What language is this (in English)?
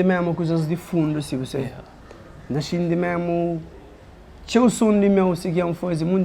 Kabuverdianu